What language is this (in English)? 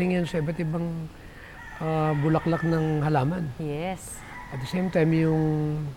Filipino